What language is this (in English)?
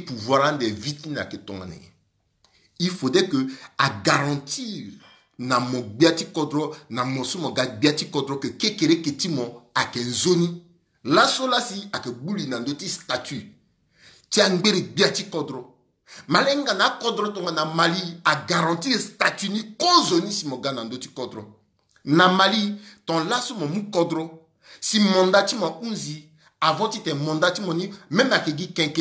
Sango